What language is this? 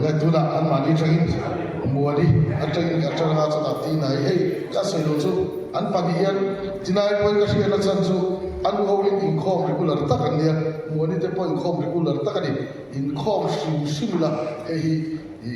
Mizo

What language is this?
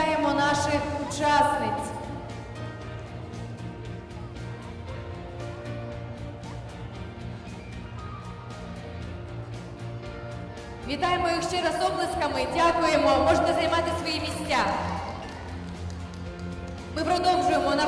Ukrainian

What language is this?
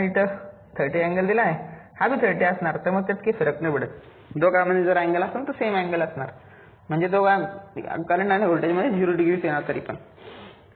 Marathi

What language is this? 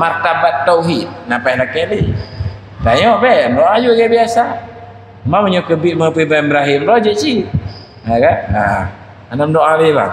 Achinese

